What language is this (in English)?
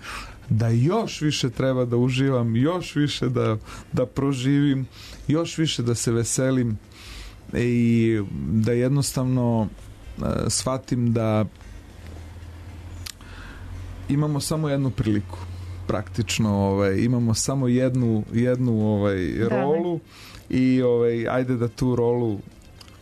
Serbian